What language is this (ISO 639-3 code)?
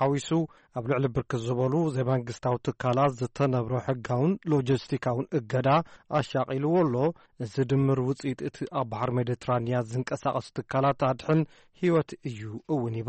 tir